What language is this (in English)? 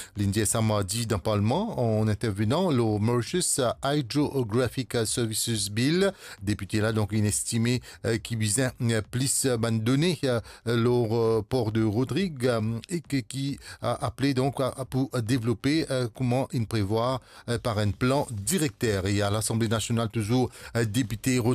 Morisyen